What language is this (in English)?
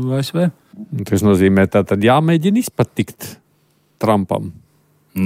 Latvian